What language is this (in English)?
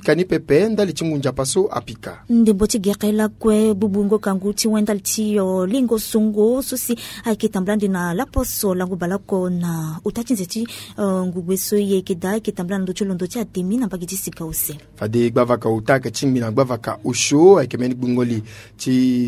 Sango